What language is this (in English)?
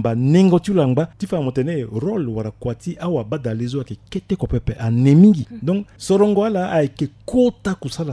Sango